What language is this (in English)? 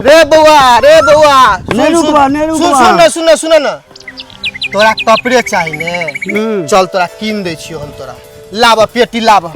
Maithili